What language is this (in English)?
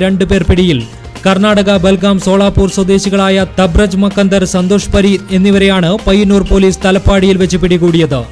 Malayalam